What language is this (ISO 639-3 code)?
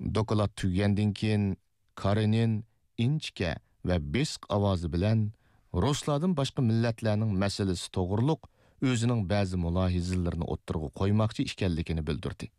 uig